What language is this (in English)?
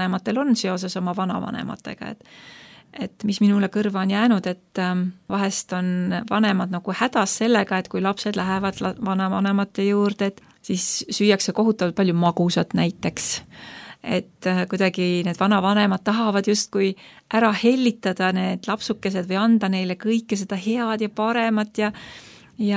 Estonian